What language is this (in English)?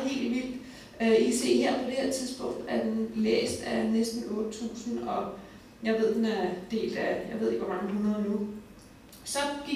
Danish